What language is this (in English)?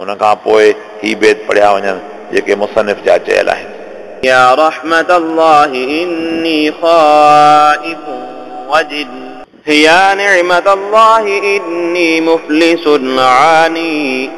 Sindhi